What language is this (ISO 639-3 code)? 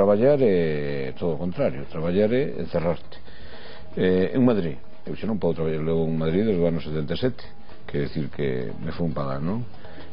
glg